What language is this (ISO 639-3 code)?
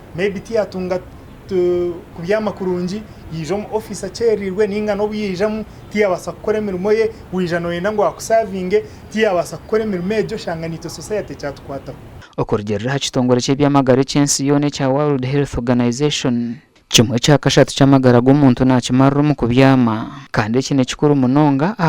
nyn